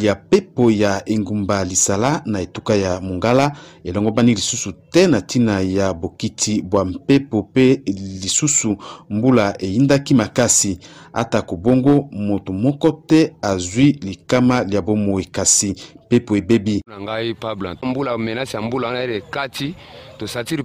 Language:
Lingala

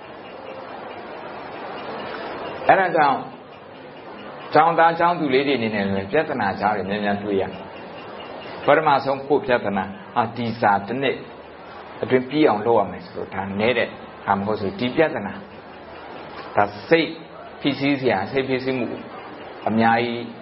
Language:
Burmese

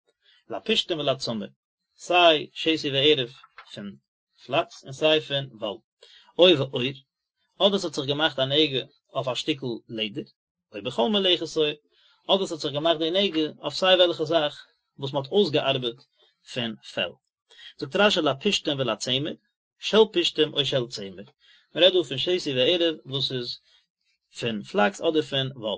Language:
Yiddish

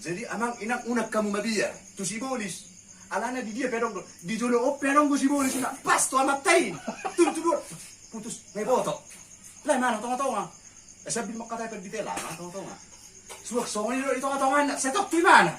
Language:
Batak Toba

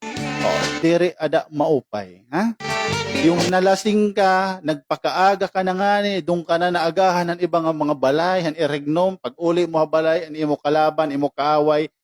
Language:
Waray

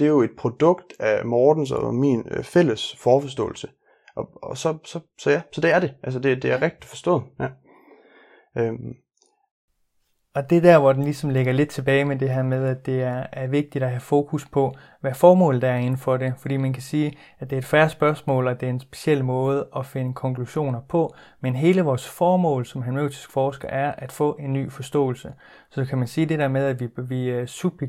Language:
Danish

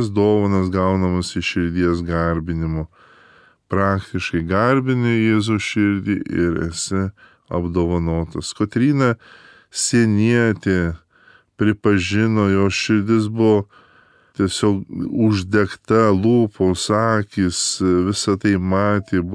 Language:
Lithuanian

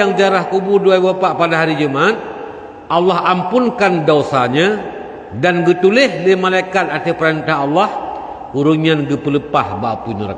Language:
Achinese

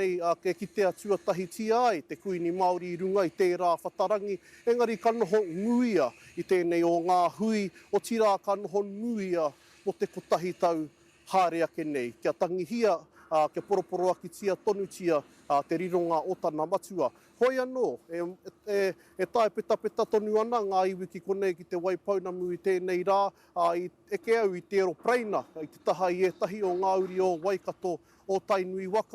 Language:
Māori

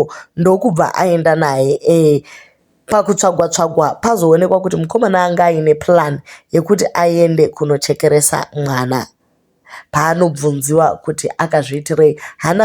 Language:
Shona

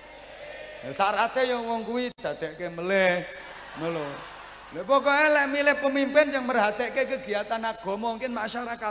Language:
Javanese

